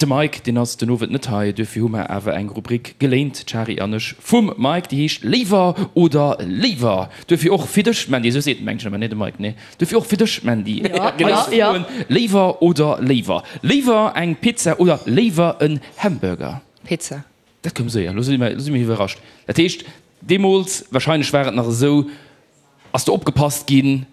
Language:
Luxembourgish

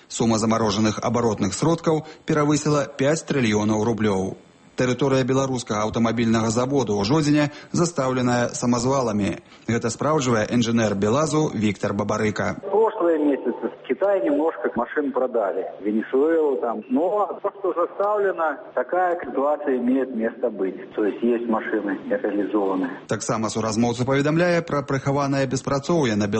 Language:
Belarusian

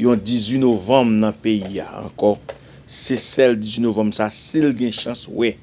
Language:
Haitian Creole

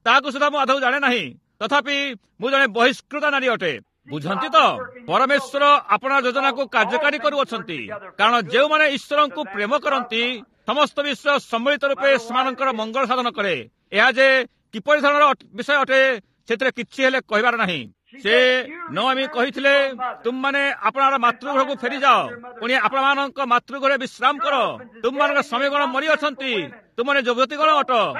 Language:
Odia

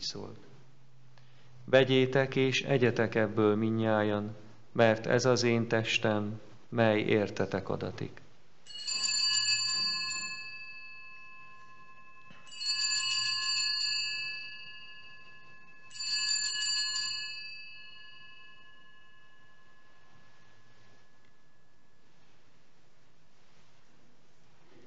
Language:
Hungarian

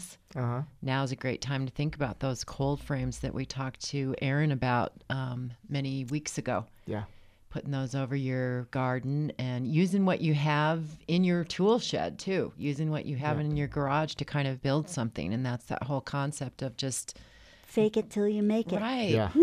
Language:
English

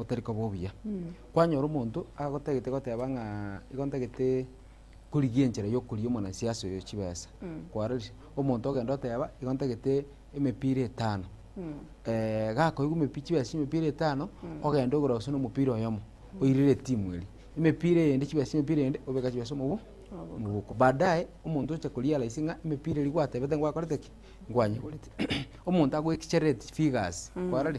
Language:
Gusii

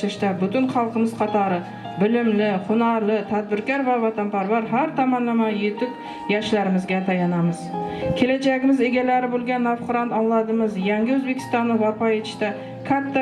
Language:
Kara-Kalpak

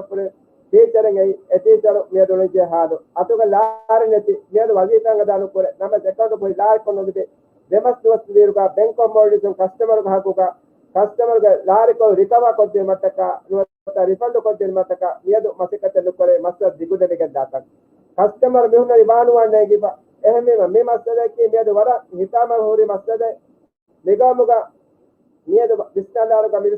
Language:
Divehi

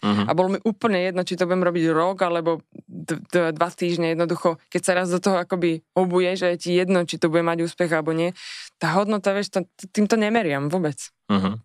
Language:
Slovak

